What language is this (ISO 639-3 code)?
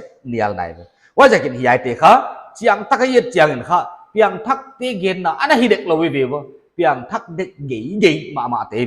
pck